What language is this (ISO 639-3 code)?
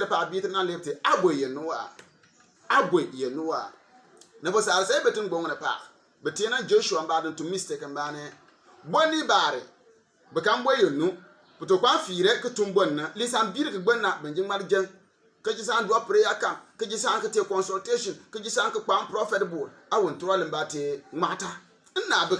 bim